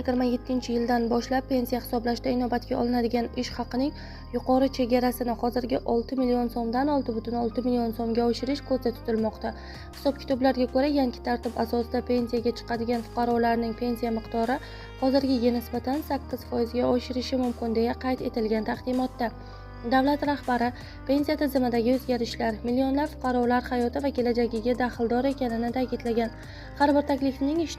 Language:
Uzbek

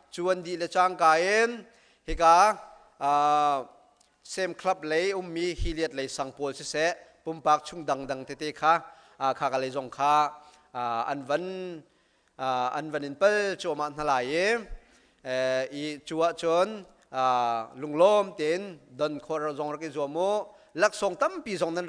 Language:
Hakha Chin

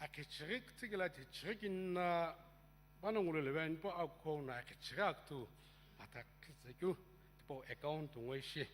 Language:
Sumi Naga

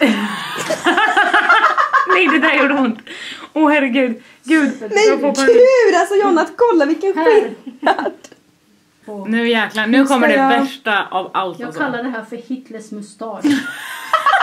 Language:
Swedish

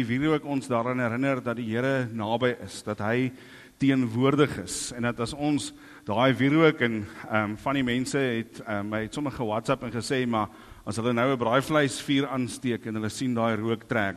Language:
Afrikaans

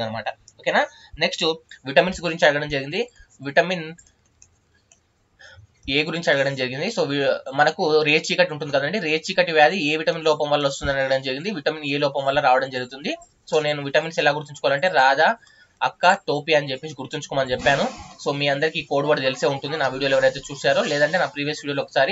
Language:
Telugu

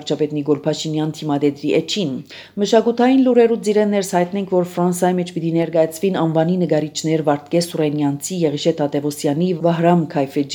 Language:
Armenian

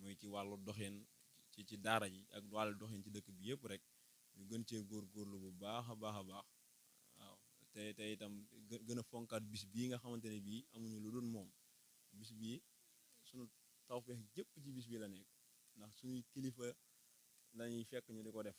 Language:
Wolof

